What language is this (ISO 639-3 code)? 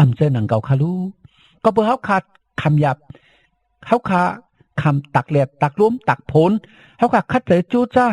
shn